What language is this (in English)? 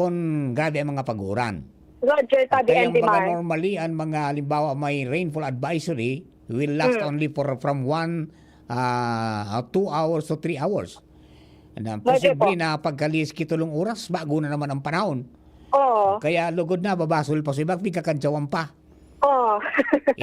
Bikol